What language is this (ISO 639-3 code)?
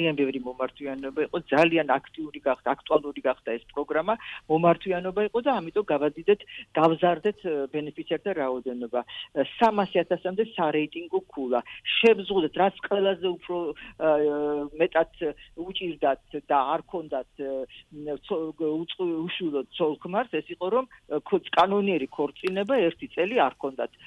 kat